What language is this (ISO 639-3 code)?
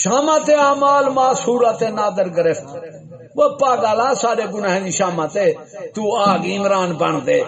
skr